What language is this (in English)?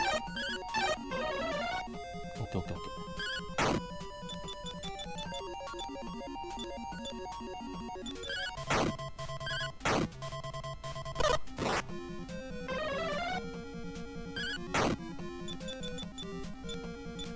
Japanese